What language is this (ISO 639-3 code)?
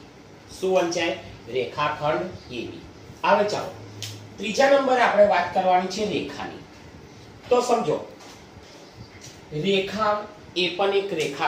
guj